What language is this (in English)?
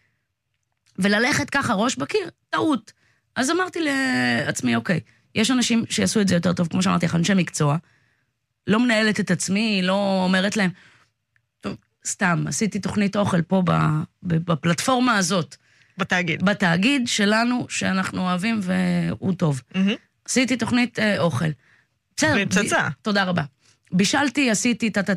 Hebrew